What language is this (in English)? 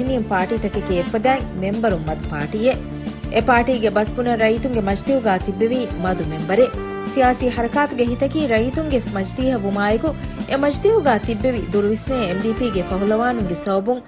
Divehi